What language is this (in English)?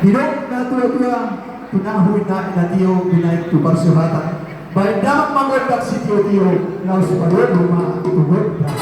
Batak Toba